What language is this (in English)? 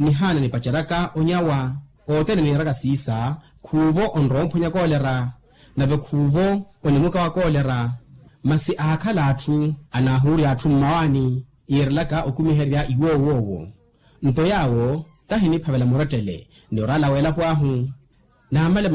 Makhuwa